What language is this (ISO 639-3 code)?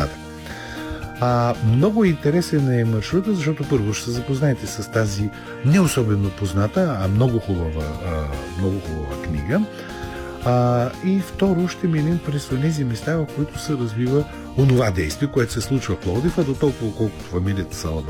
bul